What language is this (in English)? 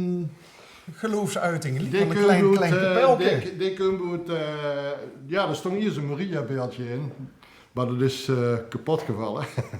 Limburgish